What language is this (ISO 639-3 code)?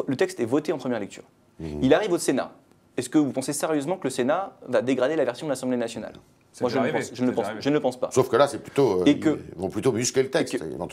fra